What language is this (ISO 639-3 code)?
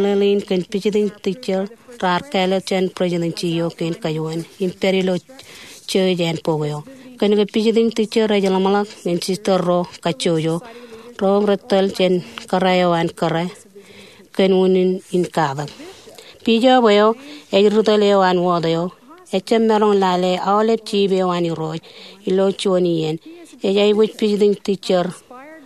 mah